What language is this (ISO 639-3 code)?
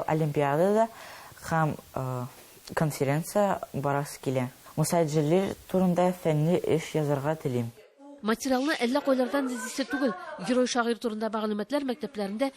tat